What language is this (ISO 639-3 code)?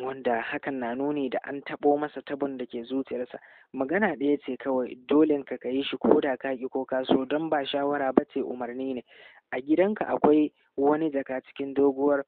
hau